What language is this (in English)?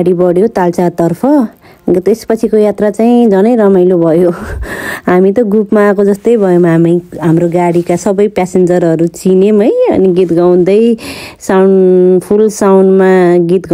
Nepali